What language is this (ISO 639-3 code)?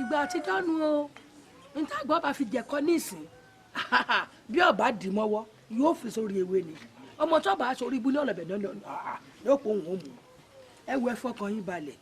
yor